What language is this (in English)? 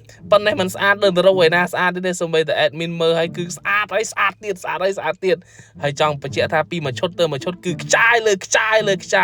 Khmer